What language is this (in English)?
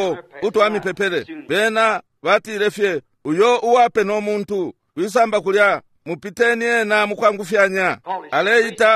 Bemba